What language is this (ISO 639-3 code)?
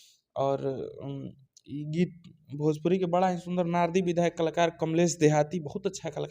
bho